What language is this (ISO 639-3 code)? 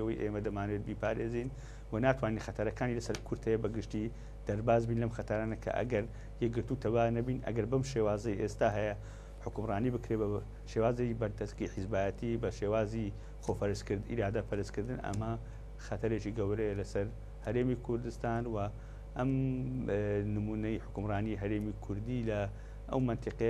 ckb